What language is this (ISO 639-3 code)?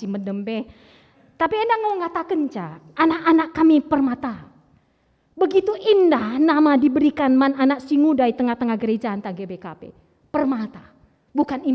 btx